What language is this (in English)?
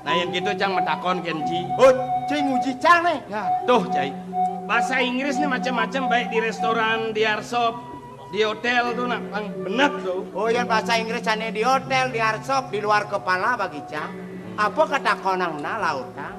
Balinese